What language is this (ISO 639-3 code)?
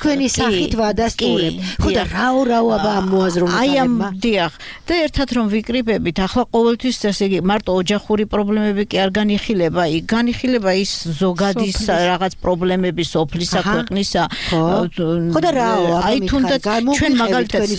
kat